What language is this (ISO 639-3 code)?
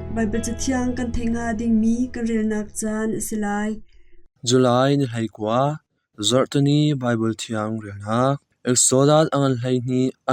cnh